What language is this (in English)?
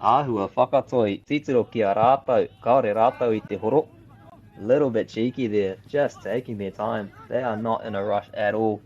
Māori